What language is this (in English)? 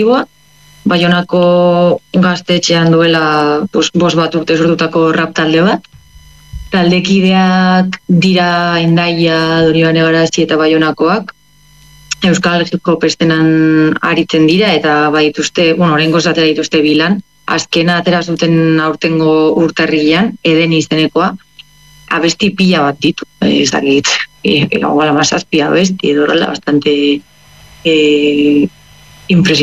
Basque